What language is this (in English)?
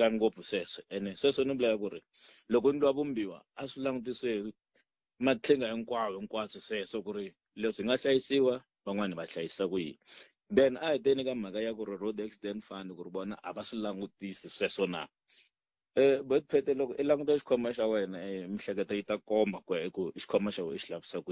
Tsonga